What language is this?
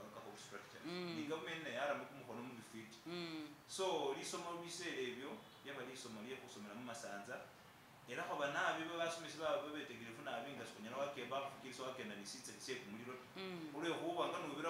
Masaaba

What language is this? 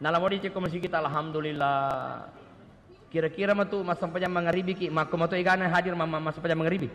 Buginese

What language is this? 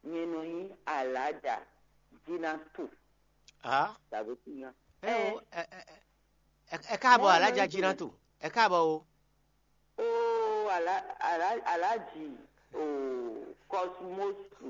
Fon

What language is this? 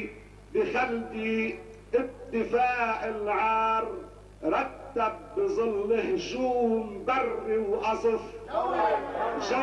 North Levantine Arabic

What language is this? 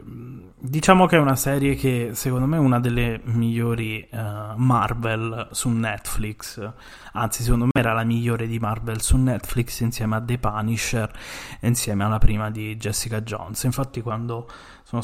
Italian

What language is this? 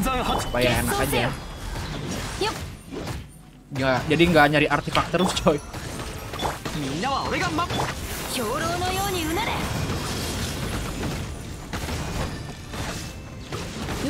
Indonesian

